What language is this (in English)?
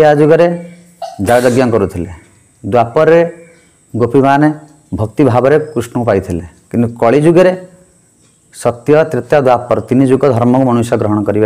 Odia